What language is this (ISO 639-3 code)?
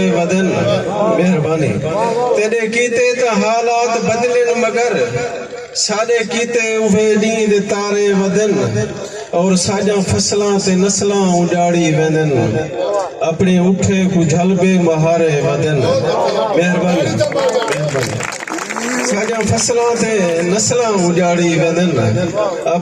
skr